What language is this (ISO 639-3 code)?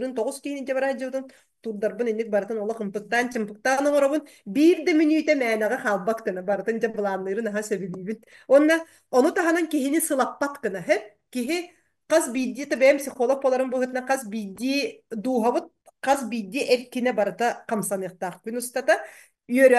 sah